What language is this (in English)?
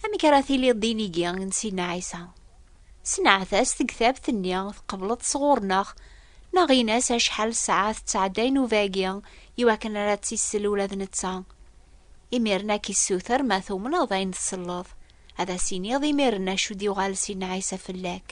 Kabyle